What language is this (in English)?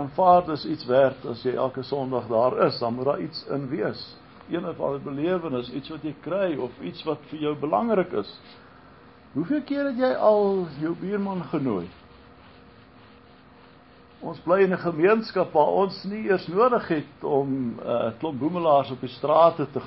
Afrikaans